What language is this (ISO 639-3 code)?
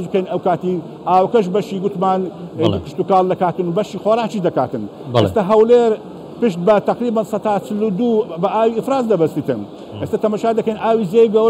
ckb